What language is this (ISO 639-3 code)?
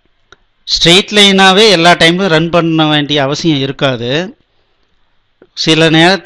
tam